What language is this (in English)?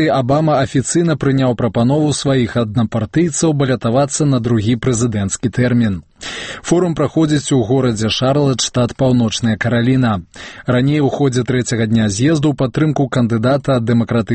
Belarusian